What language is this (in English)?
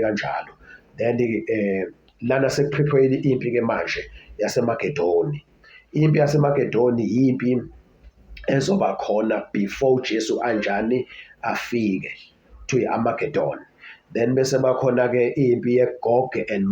Zulu